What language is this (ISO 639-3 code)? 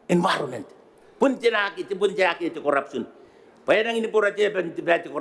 gil